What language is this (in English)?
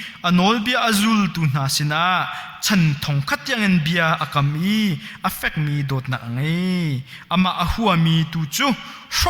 Hakha Chin